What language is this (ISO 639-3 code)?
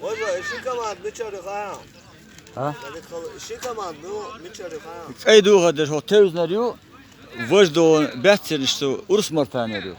che